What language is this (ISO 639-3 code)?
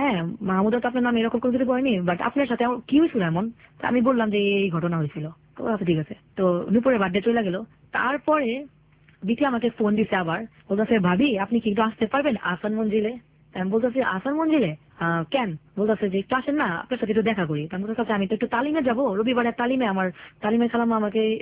ben